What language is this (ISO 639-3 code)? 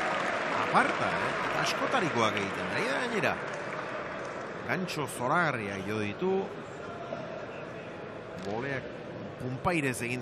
eus